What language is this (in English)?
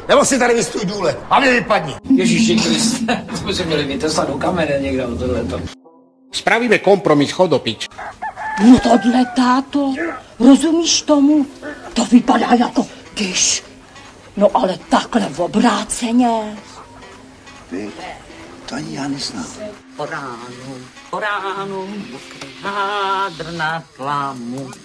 Czech